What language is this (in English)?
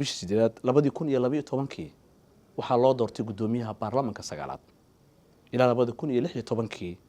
Somali